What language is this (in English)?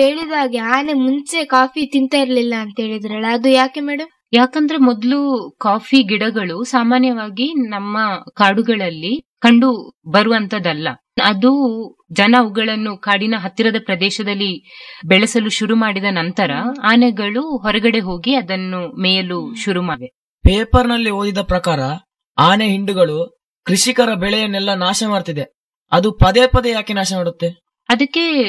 Kannada